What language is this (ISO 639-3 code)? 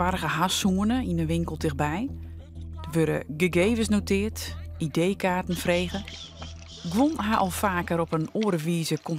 fry